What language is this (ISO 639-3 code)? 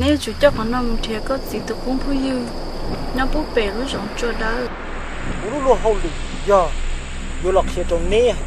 hmn